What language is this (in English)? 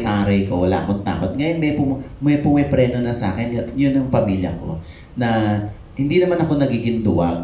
Filipino